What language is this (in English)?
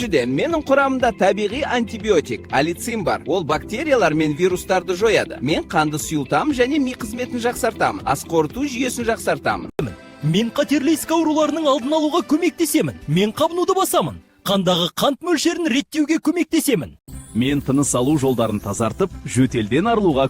Kazakh